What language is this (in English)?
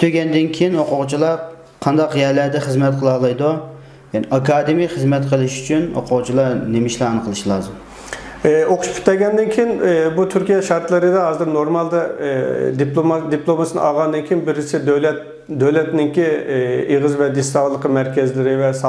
Uyghur